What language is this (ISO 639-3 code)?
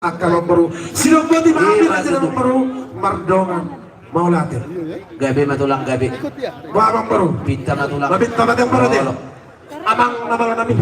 bbc